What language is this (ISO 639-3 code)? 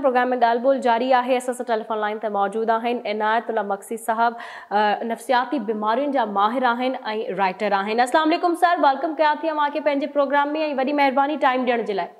snd